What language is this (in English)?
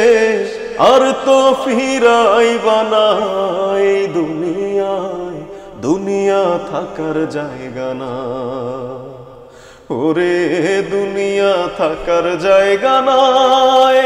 Bangla